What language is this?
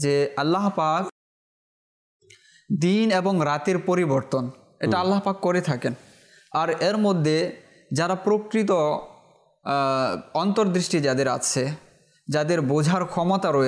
Bangla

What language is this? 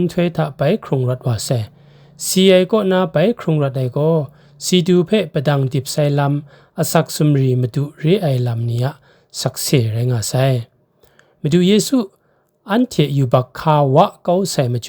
Kachin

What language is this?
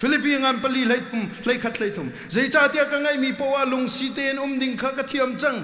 Hakha Chin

